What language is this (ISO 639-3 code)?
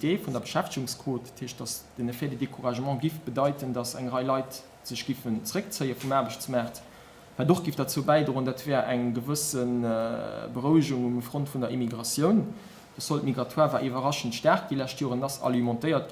ltz